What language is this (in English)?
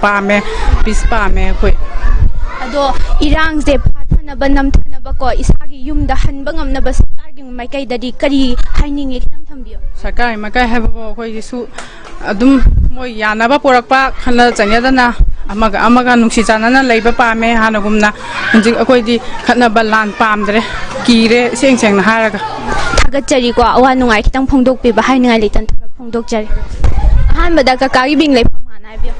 Manipuri